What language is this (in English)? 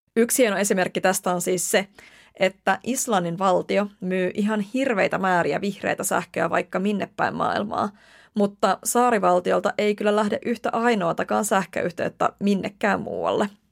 Finnish